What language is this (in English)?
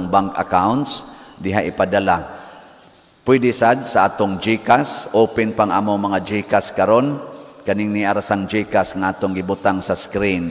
Cebuano